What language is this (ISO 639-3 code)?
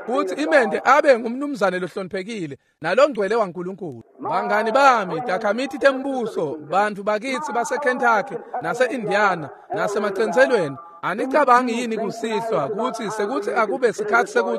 ssw